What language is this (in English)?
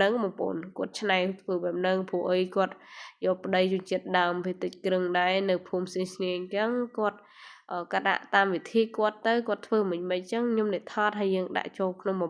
Khmer